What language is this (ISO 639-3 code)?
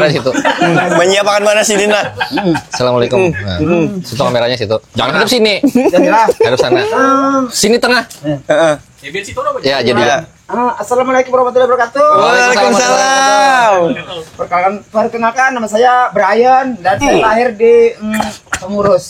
bjn